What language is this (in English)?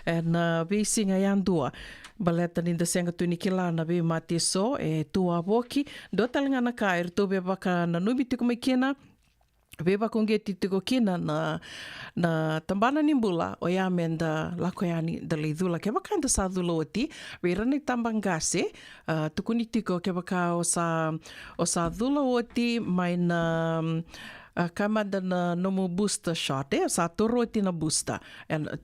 Fijian